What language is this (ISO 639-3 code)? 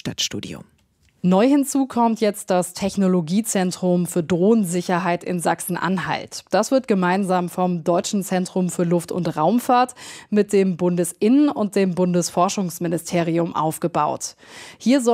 deu